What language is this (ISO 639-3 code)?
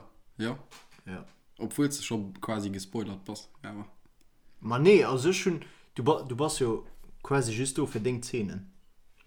ltz